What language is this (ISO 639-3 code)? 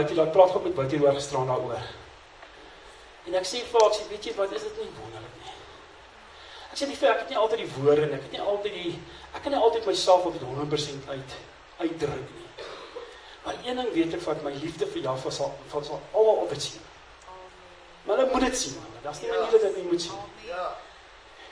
afr